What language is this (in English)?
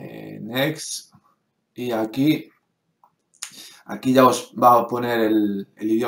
Spanish